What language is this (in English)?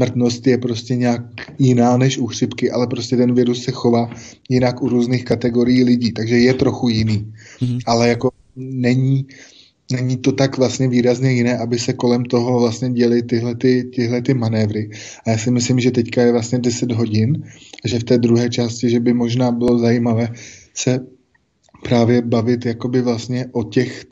Czech